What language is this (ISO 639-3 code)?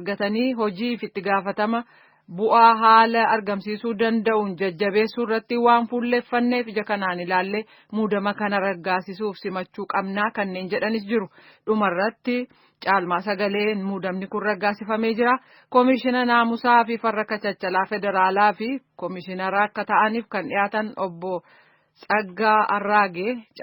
orm